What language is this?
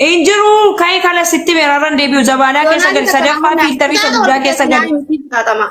Oromo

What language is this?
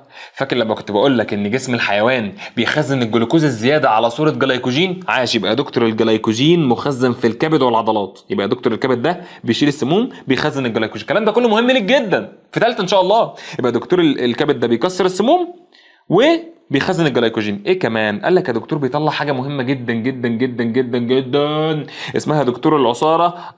Egyptian Arabic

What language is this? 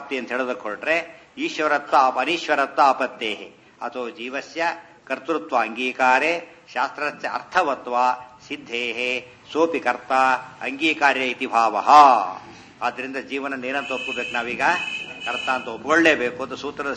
Kannada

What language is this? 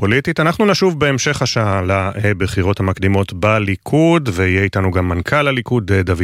Hebrew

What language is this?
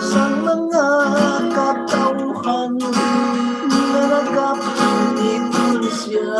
Hiligaynon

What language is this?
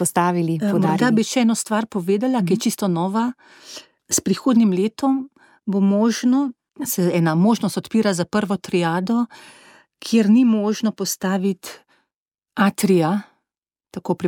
Slovenian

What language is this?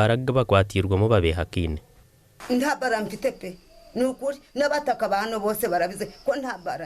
Nyankole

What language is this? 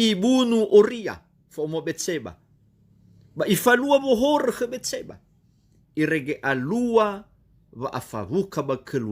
Nias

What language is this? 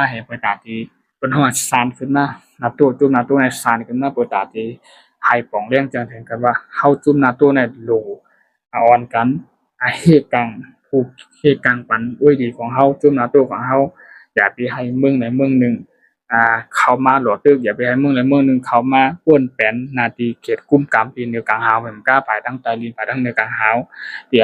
Shan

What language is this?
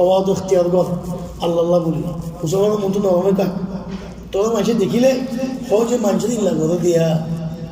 Rohingya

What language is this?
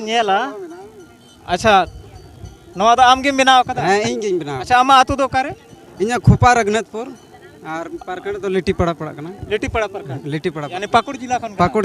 Santali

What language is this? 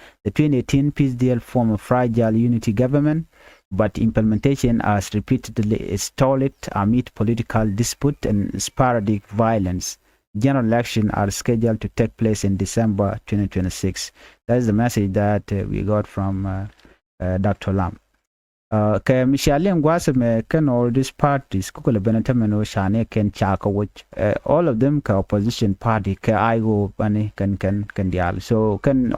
Nuer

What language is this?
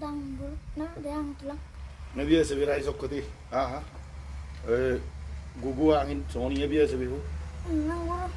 Batak Toba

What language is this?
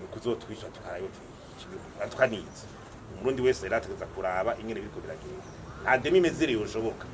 Rundi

